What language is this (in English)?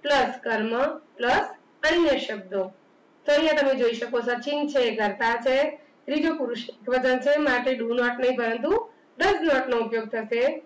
Gujarati